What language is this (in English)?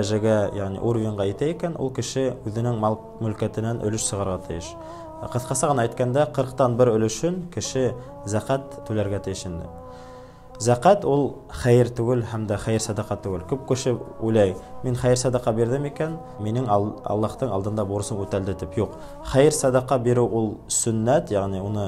Bashkir